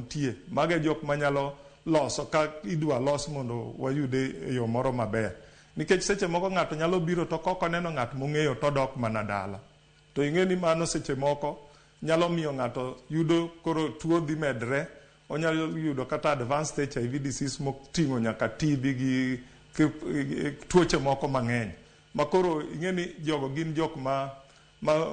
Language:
Luo (Kenya and Tanzania)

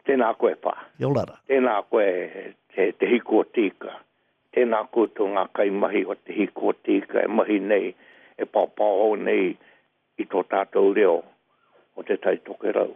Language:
Māori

